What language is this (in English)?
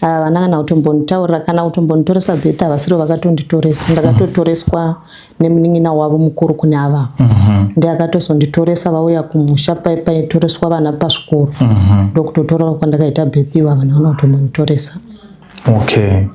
Shona